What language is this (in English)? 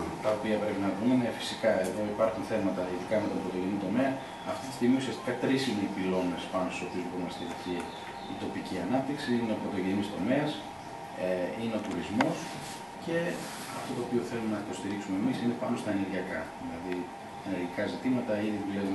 Greek